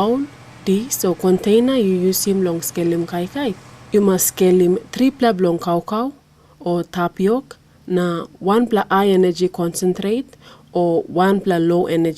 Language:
Tok Pisin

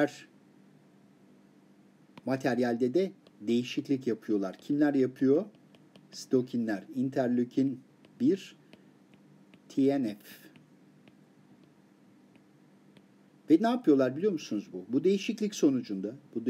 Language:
Turkish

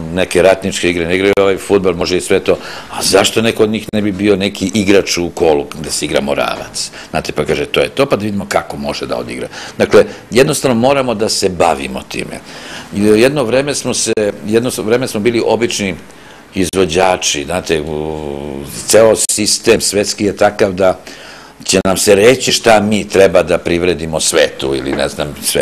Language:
Serbian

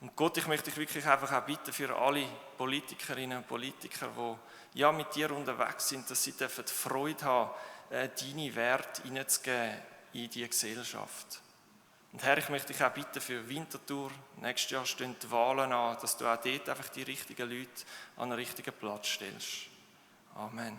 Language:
Swiss German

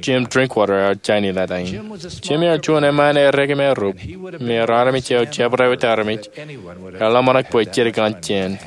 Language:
Marshallese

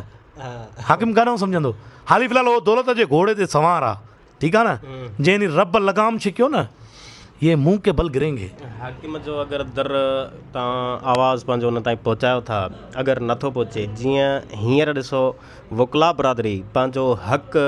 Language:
Sindhi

